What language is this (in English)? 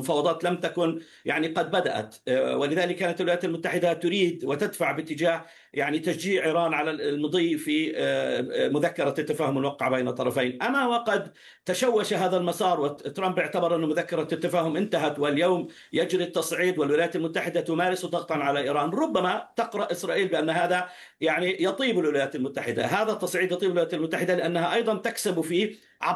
Arabic